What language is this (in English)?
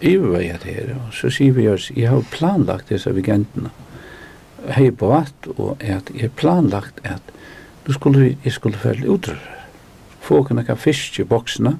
Faroese